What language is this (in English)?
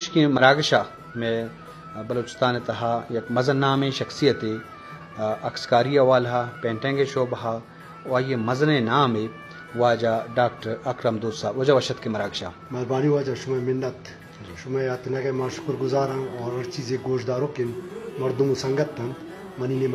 Eastern Balochi